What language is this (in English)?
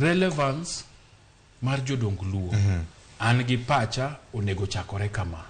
Luo (Kenya and Tanzania)